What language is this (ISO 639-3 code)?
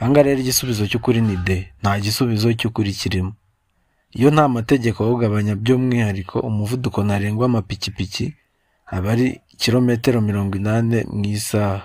kin